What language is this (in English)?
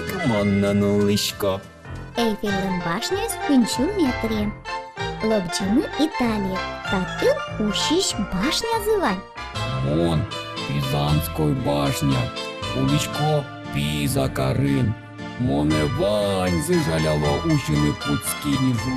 Udmurt